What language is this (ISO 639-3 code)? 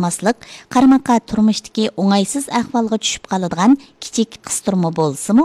uig